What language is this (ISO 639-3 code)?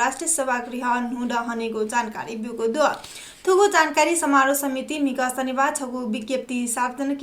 new